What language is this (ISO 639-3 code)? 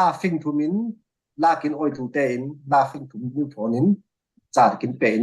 cfm